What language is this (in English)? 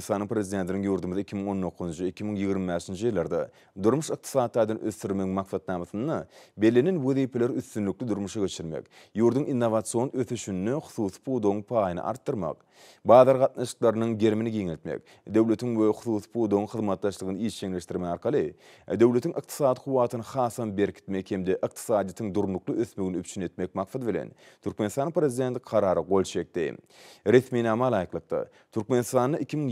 Turkmen